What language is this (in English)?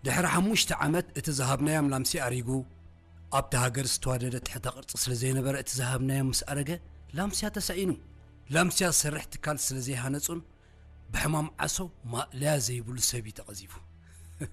Tigrinya